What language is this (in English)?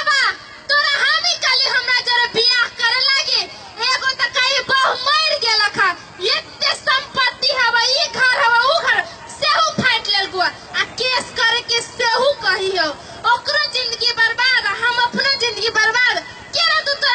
Maithili